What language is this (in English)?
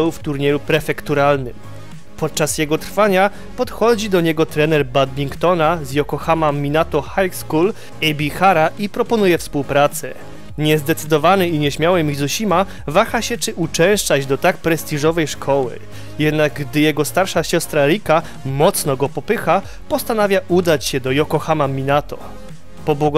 Polish